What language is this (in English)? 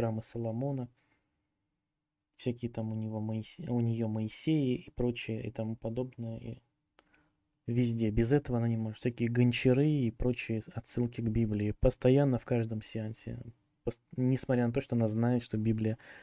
Russian